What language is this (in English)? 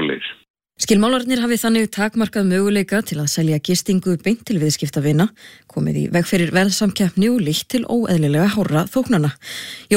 Icelandic